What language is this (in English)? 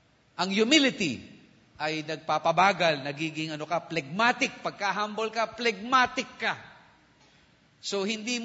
Filipino